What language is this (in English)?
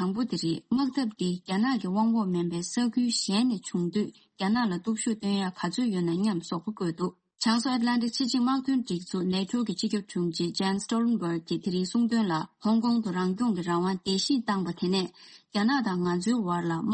Tibetan